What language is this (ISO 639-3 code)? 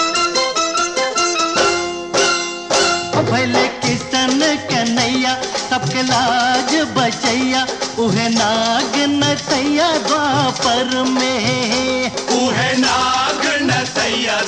bho